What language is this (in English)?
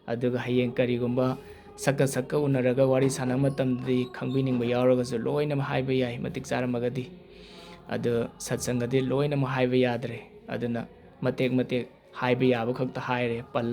Manipuri